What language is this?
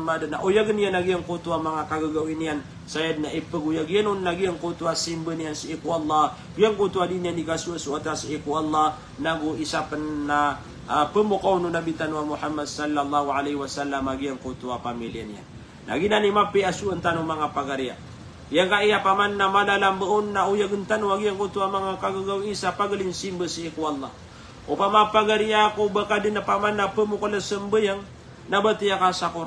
Maranao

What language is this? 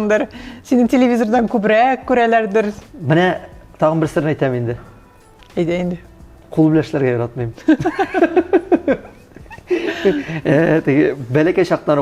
Tatar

